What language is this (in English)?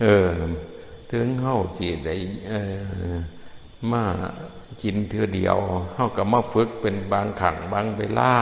Northeastern Thai